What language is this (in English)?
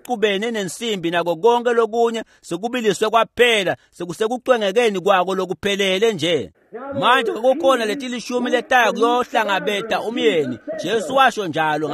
Swati